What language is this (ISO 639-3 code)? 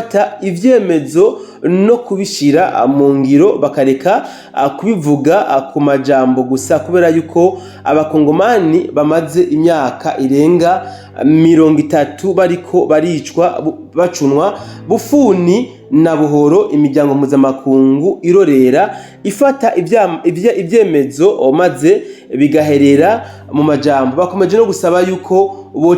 run